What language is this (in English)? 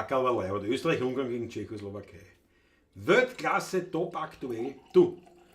Bavarian